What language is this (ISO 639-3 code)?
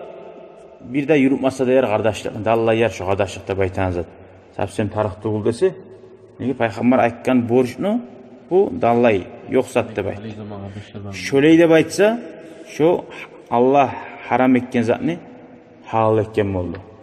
kum